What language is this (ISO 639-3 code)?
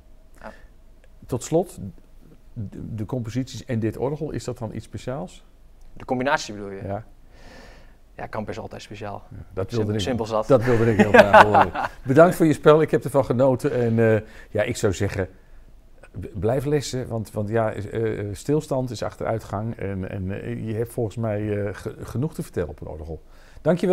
nld